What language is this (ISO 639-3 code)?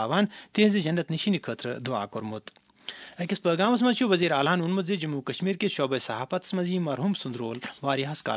kas